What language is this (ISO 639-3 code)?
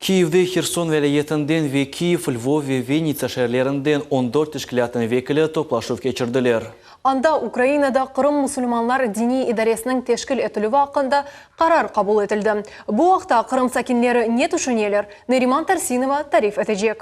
crh